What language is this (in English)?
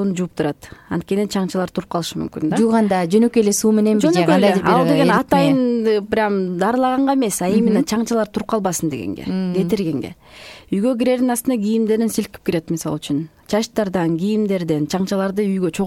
Kyrgyz